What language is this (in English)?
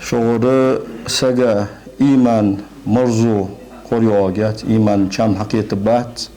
Ingush